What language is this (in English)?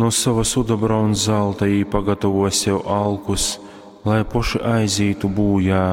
Latgalian